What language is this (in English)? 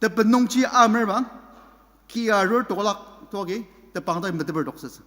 Ao Naga